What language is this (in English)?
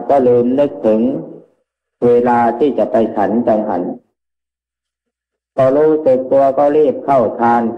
Thai